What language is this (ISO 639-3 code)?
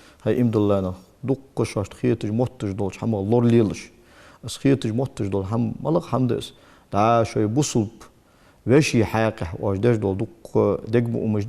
inh